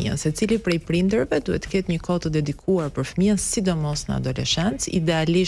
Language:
Albanian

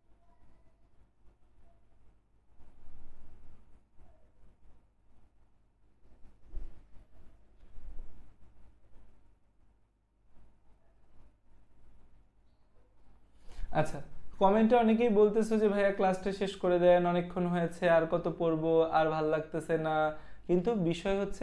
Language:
Bangla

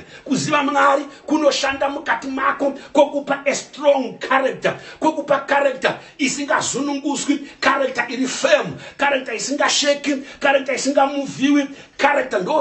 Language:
Shona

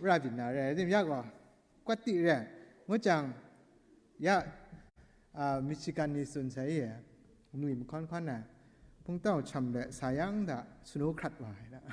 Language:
Kachin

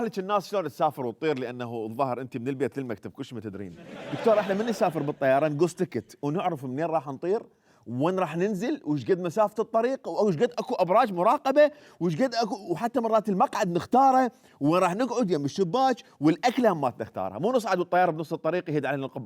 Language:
Mesopotamian Arabic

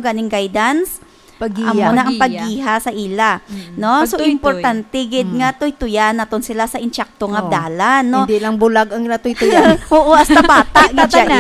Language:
Hiligaynon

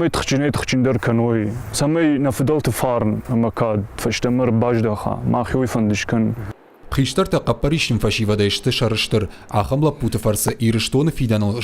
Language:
Ossetic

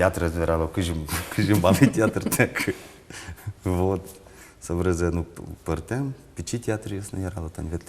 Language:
Udmurt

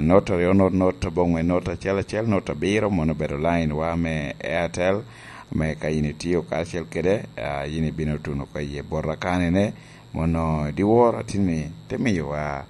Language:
Lango (Uganda)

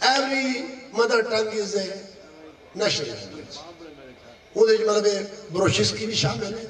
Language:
Saraiki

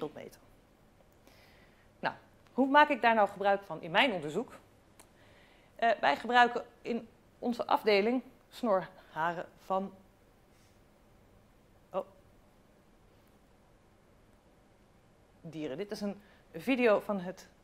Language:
Dutch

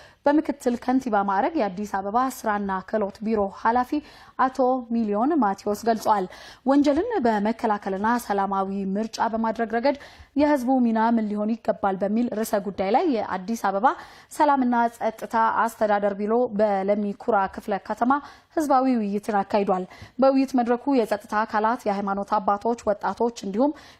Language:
Amharic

